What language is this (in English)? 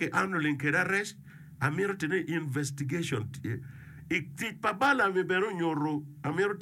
Acoli